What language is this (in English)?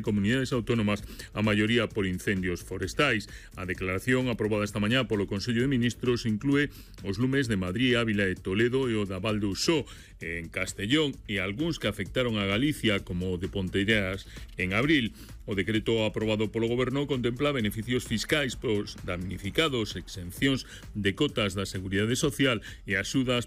Galician